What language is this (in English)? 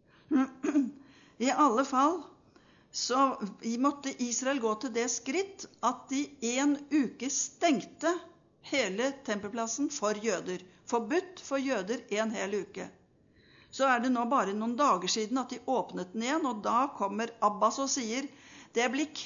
Norwegian